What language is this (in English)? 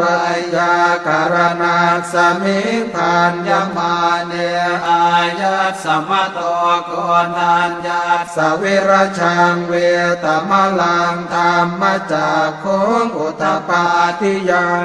Pali